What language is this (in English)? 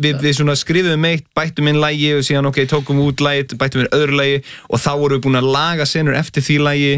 Icelandic